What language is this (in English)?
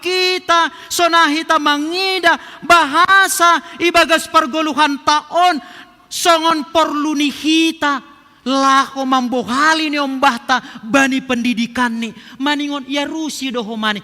Batak Simalungun